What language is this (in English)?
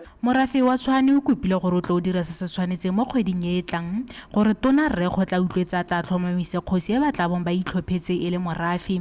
Tswana